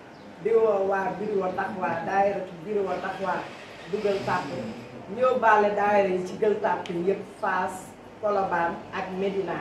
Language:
Wolof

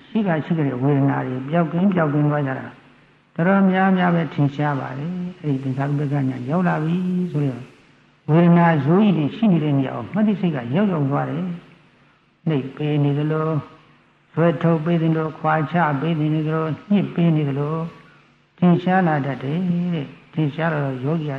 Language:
Burmese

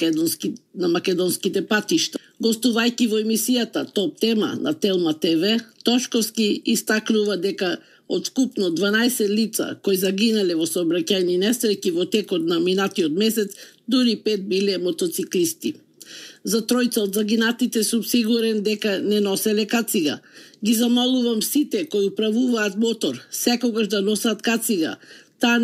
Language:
Macedonian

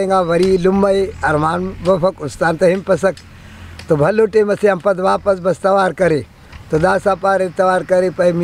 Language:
Brahui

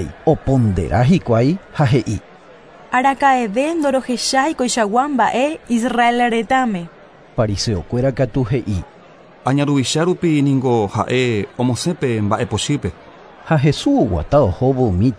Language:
Guarani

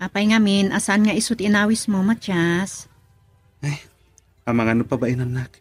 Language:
Iloko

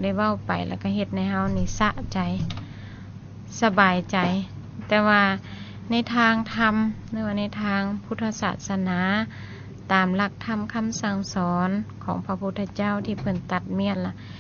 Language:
Lao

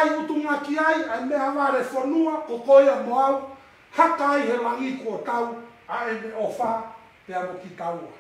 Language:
Tongan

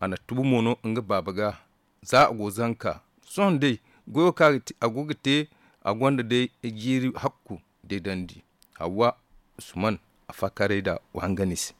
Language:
Zarma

